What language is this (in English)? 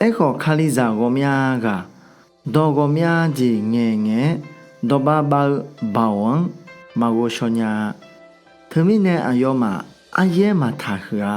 Akha